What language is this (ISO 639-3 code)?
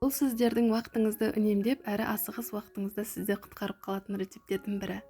kaz